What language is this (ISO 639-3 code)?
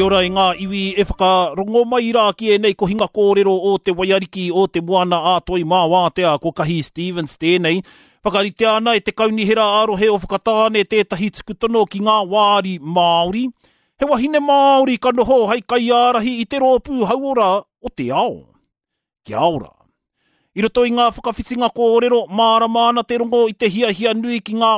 mri